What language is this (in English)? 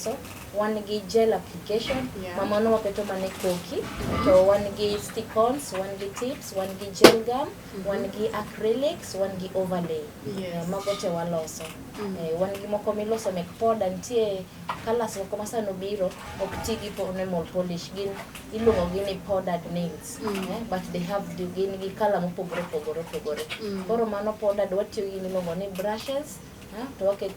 Luo (Kenya and Tanzania)